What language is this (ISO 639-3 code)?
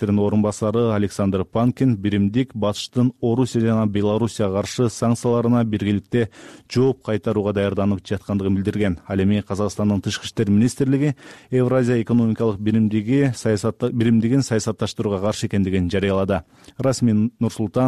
kir